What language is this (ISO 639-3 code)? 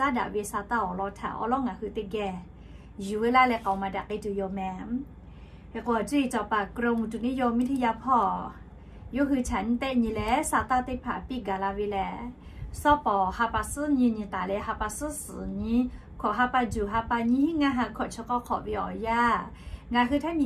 lhu